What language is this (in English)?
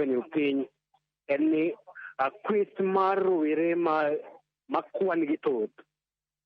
Luo (Kenya and Tanzania)